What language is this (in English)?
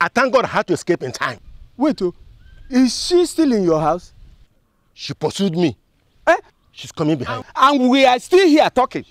Nigerian Pidgin